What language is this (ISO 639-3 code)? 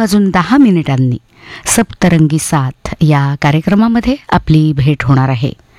mar